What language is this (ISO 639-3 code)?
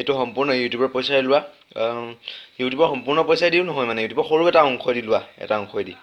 asm